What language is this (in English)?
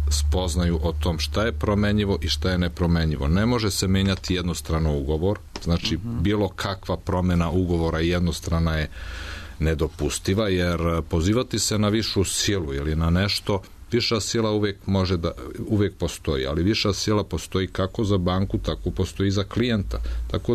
Serbian